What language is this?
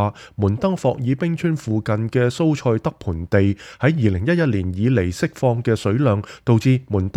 Cantonese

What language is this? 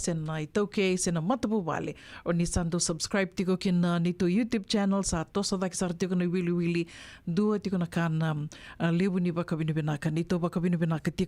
Fijian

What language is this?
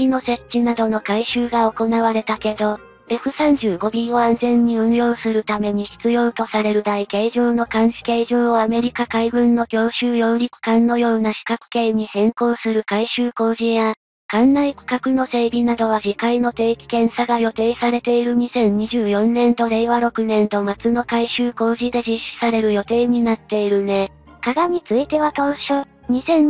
Japanese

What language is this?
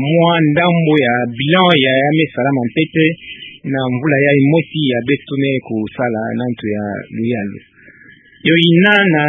Kituba (Democratic Republic of Congo)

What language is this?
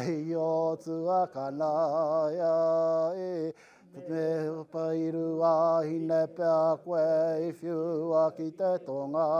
Māori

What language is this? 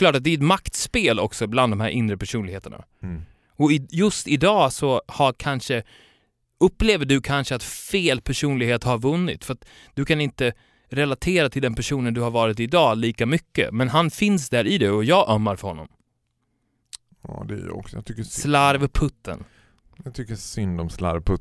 Swedish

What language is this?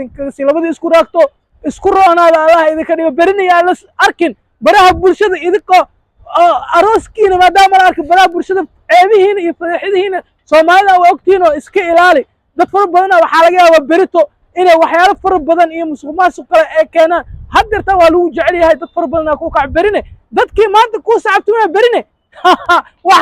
Somali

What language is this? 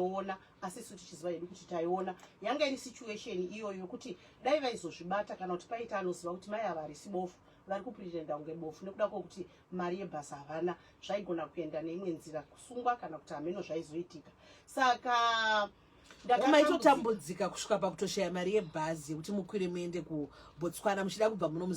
Shona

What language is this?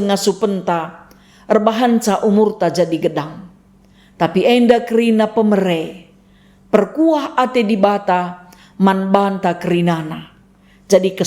Batak Karo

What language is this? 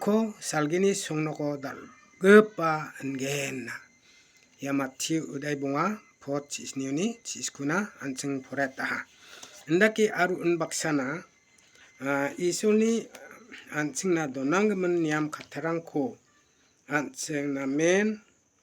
Garo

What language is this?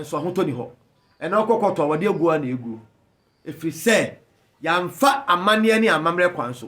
Akan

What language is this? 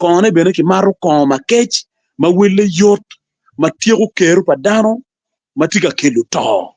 Acoli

